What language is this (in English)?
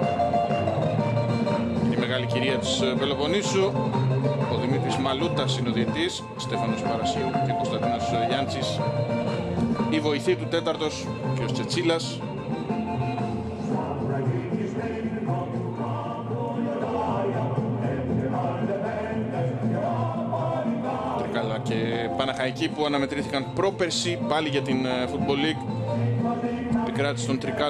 Greek